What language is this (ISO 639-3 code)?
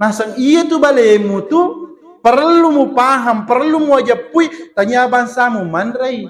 bug